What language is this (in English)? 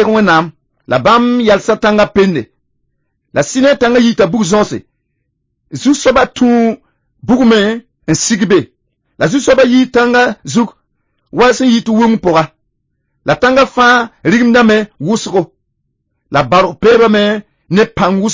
Mossi